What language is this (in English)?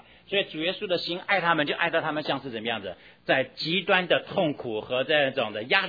Chinese